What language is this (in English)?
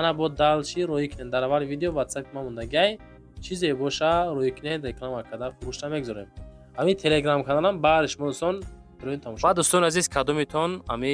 Tajik